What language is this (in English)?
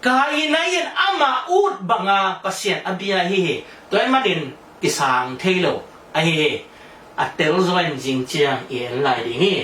Tedim Chin